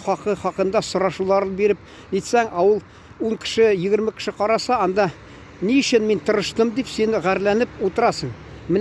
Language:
Tatar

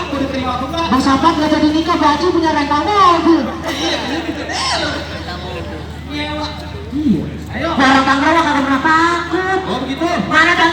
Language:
Betawi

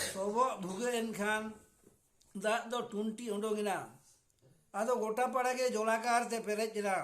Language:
Santali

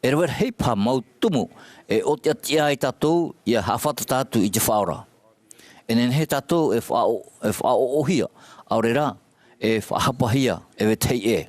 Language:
Tahitian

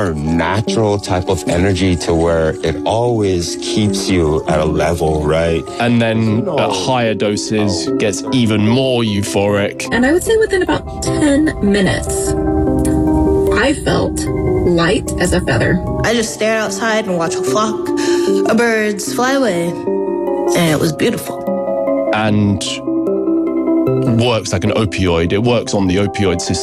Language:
English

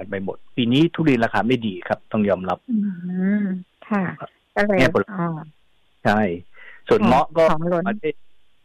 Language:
Thai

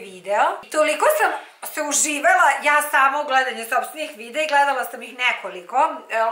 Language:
Serbian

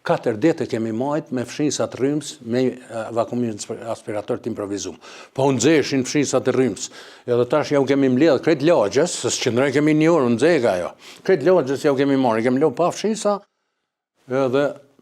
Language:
Albanian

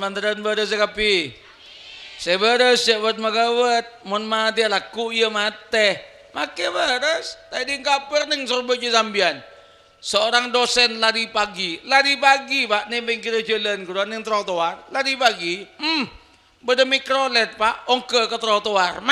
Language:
Madurese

